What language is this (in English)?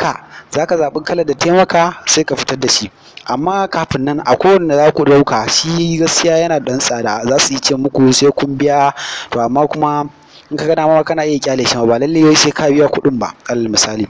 Hausa